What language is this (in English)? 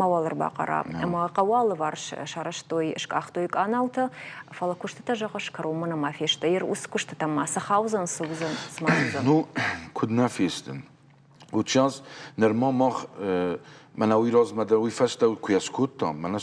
Ossetic